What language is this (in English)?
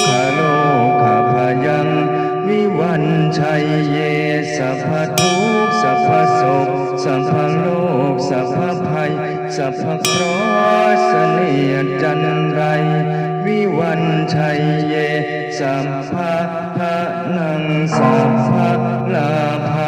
Pali